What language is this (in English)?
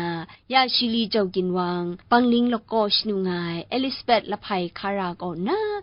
Kachin